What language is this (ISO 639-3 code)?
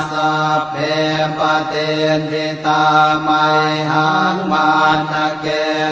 pli